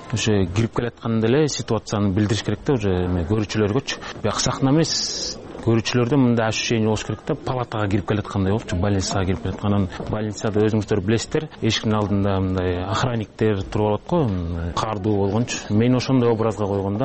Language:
Kyrgyz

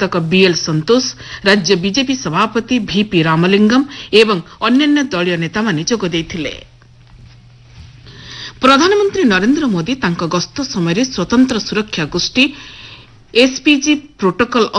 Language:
Odia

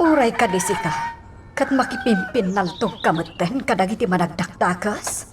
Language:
Iloko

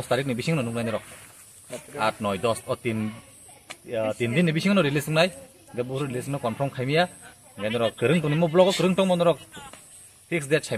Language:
Kok Borok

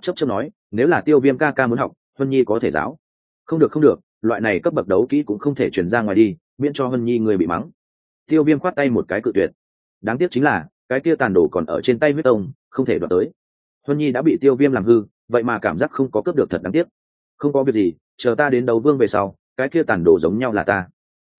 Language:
Vietnamese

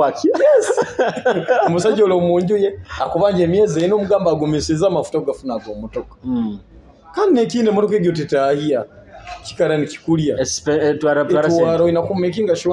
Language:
Nyoro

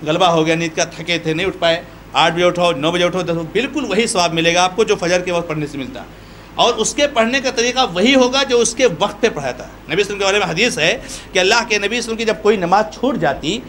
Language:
Urdu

